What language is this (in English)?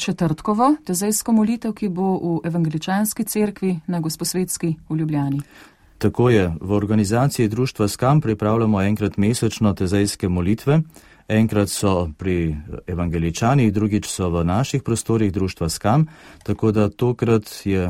Slovenian